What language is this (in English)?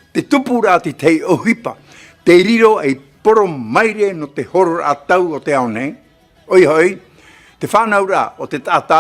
Tahitian